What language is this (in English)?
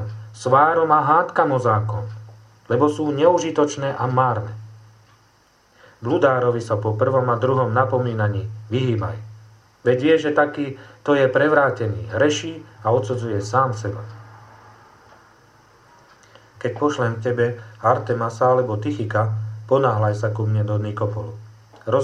Slovak